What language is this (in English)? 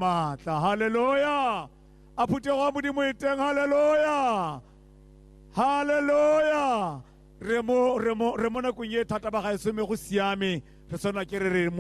Tswana